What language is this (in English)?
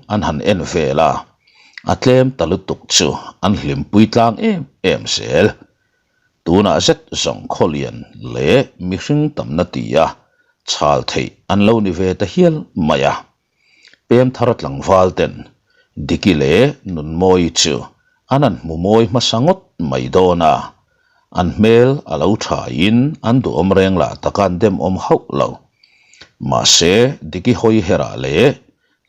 Mizo